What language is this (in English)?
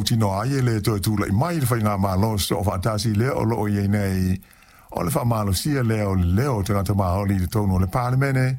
Samoan